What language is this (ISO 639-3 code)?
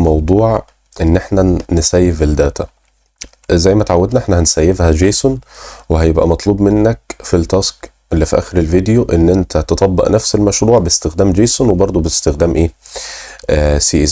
arz